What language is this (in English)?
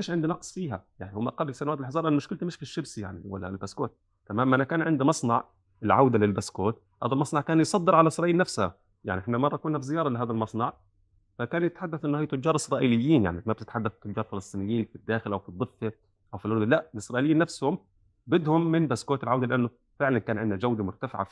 North Levantine Arabic